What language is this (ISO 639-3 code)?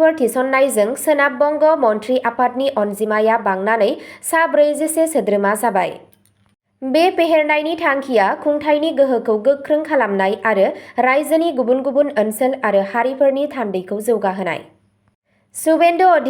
brx